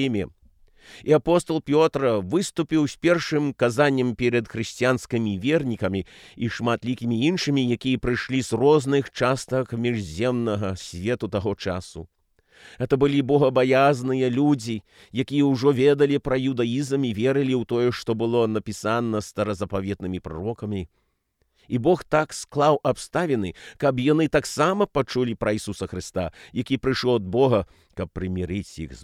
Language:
Belarusian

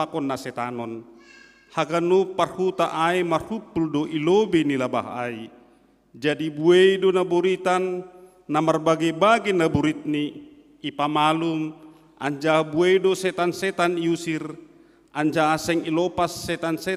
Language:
Batak Simalungun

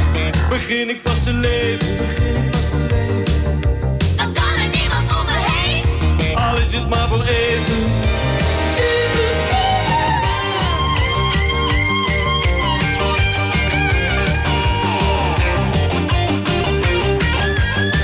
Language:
Dutch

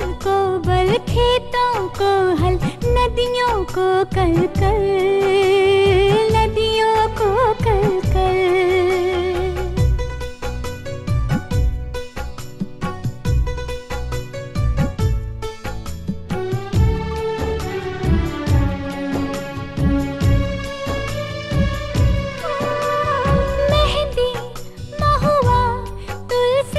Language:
Hindi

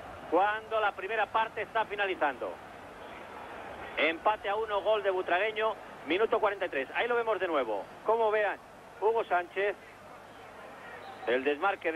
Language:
Spanish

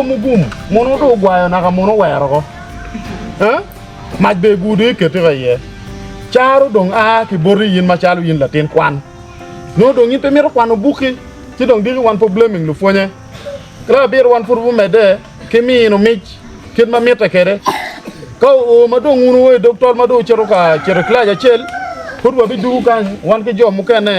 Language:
Acoli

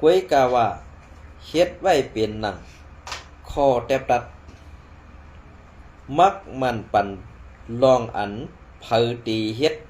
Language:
Shan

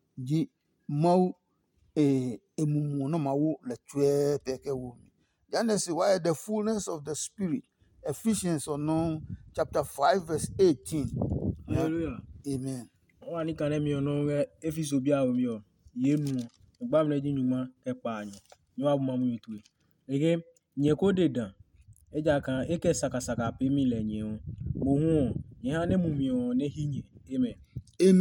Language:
Adangme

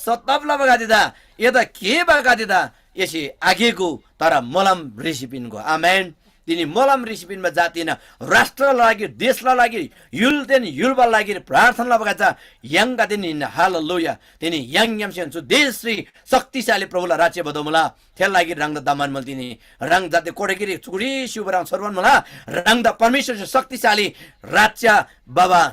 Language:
Eastern Tamang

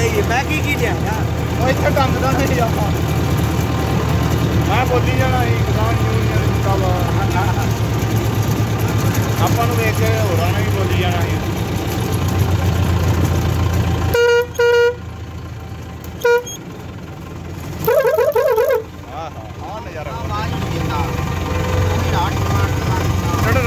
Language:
Punjabi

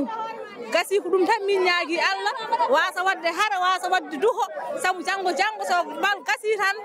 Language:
Fula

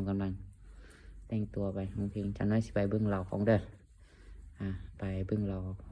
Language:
Lao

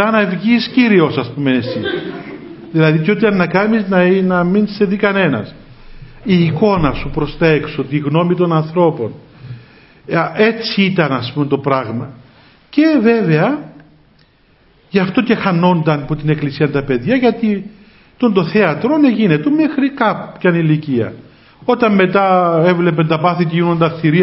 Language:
Greek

